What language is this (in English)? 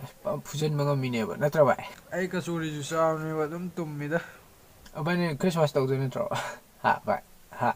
Manipuri